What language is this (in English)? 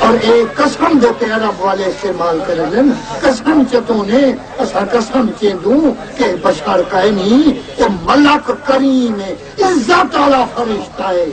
Saraiki